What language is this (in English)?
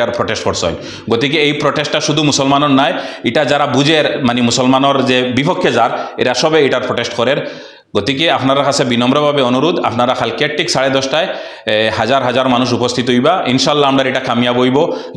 Sylheti